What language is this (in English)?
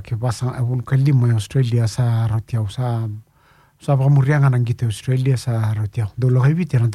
Fijian